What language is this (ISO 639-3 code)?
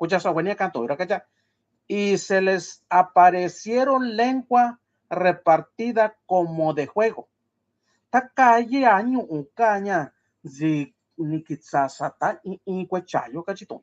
mix